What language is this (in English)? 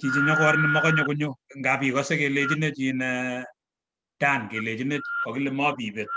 Kalenjin